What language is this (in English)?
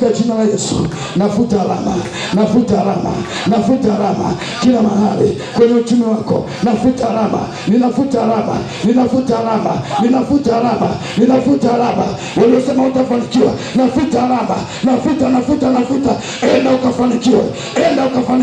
Swahili